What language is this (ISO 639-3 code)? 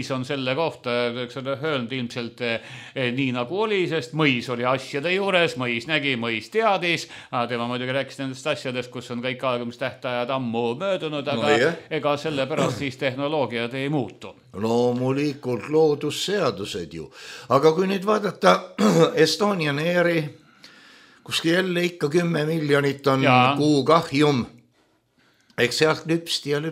est